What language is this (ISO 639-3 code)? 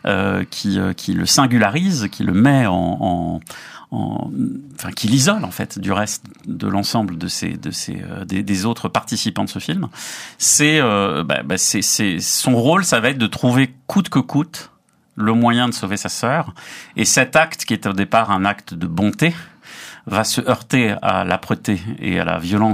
fra